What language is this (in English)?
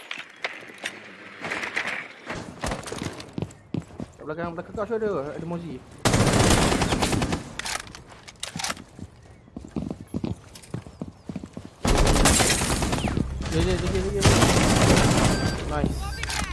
Malay